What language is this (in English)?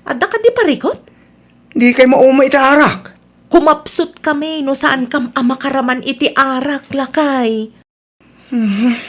Iloko